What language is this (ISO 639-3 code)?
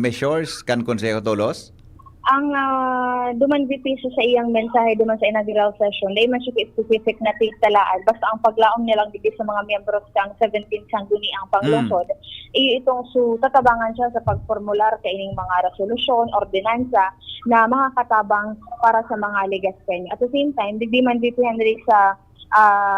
bik